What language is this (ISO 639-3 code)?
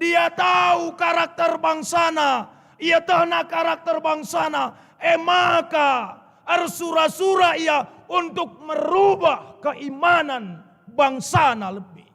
btx